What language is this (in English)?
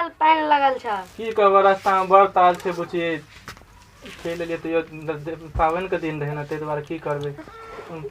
Maithili